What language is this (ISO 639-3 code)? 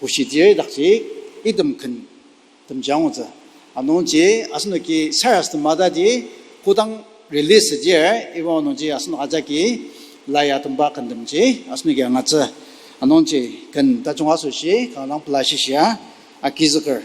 njo